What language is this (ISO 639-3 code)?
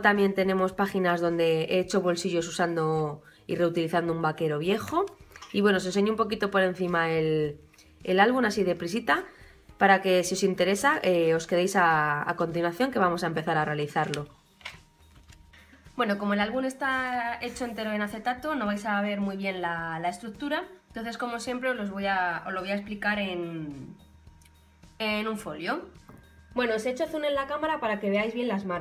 spa